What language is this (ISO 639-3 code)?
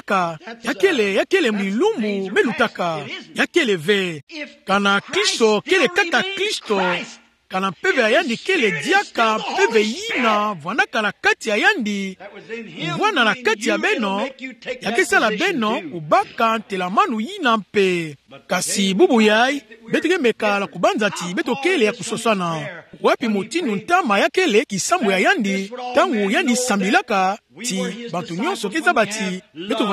ktu